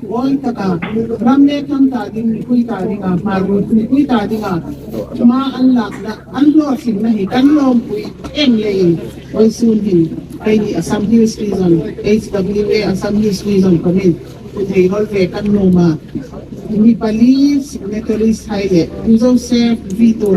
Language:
Hmar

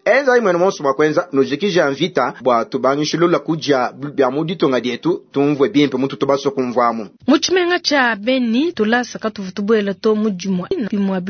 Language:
Luba-Lulua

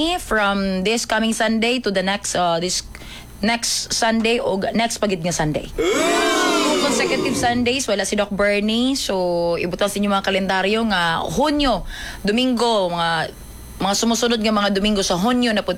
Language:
Cebuano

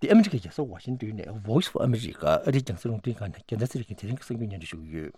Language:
Tibetan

